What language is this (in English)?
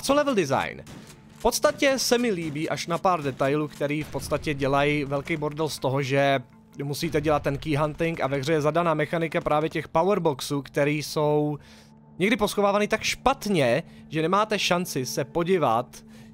Czech